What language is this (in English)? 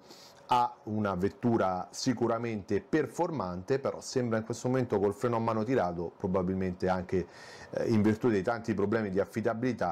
Italian